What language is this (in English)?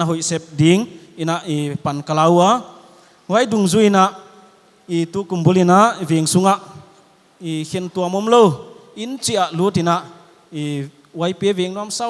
Paite Chin